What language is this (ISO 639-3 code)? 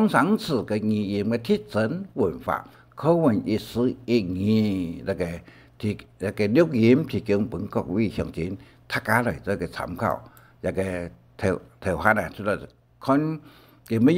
hak